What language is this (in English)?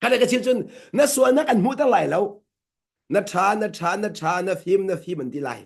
Hakha Chin